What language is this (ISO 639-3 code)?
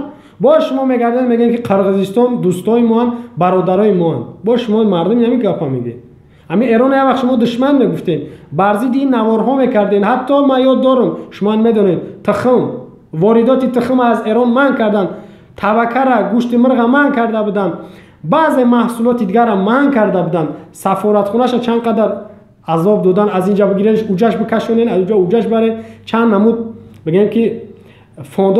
tgk